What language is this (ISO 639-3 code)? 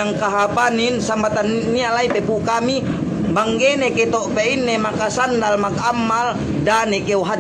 yka